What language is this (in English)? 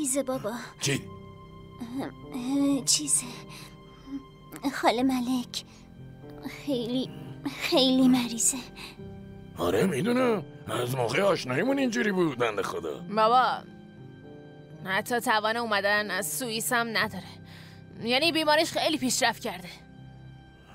Persian